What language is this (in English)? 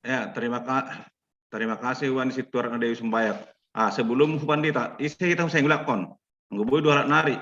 Batak Simalungun